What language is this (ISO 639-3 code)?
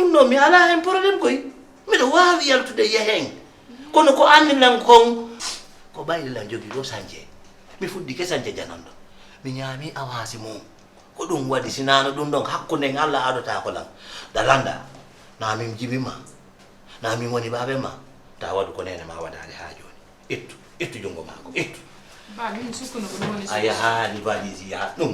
ful